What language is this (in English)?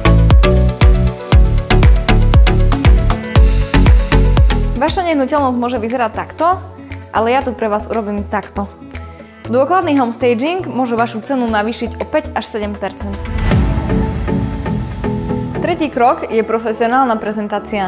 Slovak